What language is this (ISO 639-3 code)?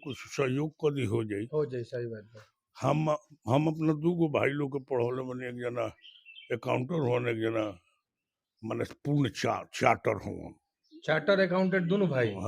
bho